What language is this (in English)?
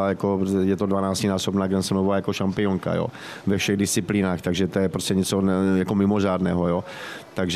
Czech